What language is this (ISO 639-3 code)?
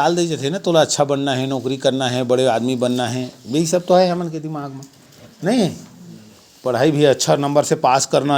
hne